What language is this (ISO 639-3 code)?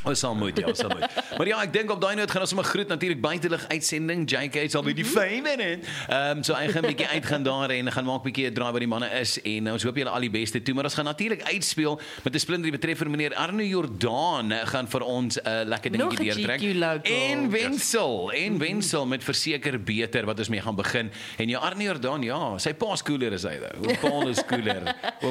afr